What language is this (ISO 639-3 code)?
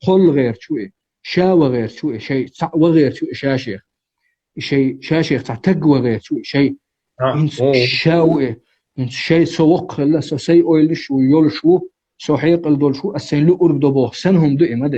che